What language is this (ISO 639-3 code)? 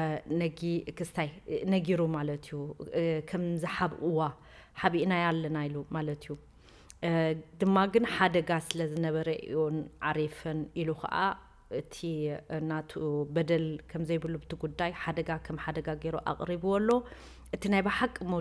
tir